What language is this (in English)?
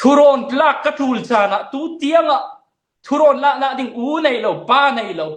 Falam Chin